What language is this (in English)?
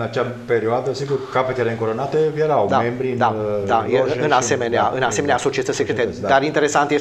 Romanian